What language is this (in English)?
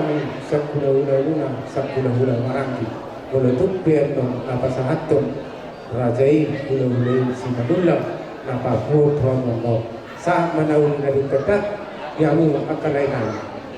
Batak Toba